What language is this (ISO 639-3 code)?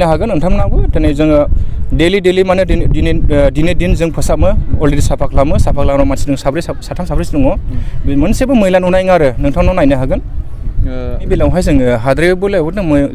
brx